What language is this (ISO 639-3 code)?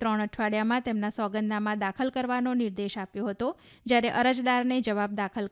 guj